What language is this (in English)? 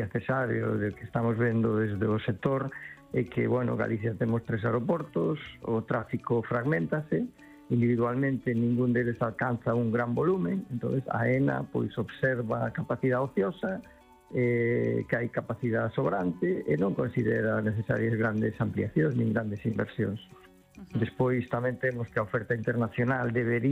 Galician